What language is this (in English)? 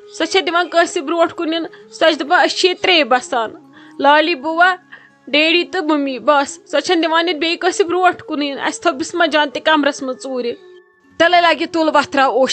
Kashmiri